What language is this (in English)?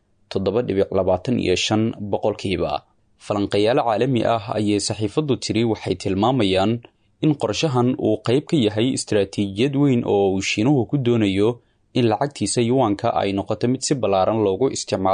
Somali